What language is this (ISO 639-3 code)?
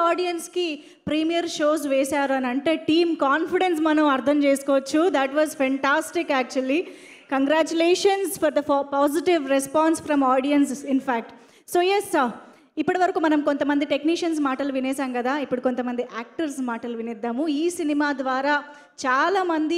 tel